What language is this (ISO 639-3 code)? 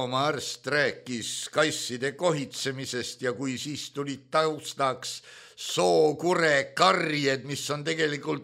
est